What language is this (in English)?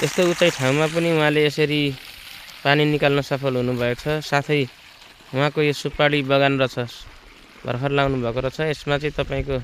Nepali